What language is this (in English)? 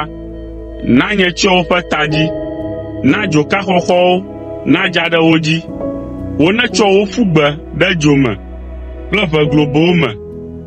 Ewe